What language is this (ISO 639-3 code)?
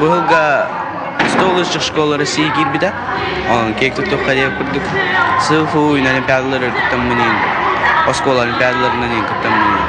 sah